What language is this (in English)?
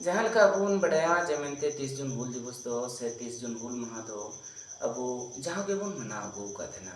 Santali